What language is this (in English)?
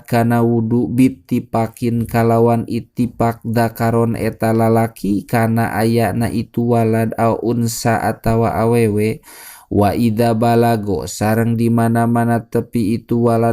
Sundanese